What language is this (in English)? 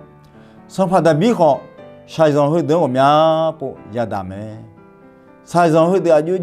Akha